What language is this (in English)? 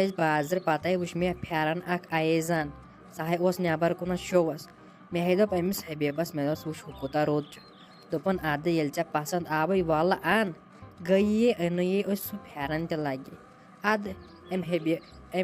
Kashmiri